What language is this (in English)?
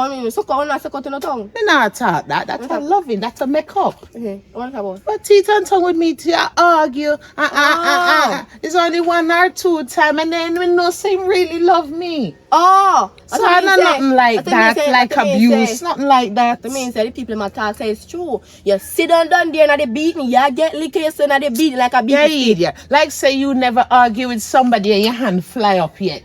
Jamaican Creole English